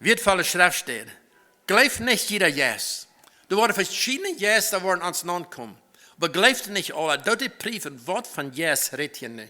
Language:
Plautdietsch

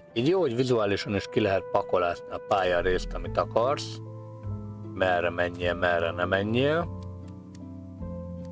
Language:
Hungarian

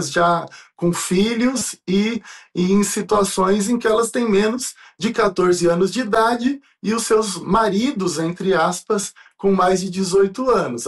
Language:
Portuguese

